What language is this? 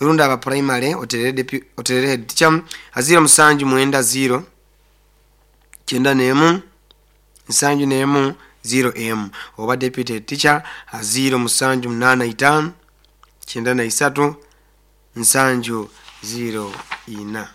Nyoro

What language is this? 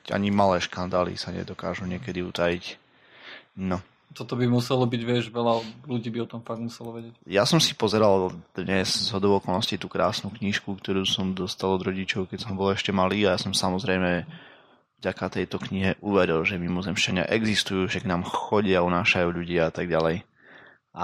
Slovak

